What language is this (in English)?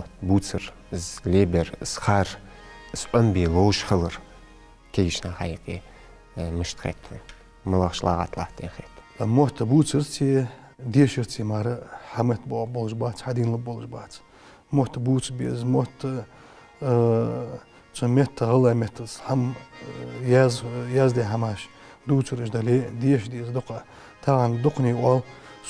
Ingush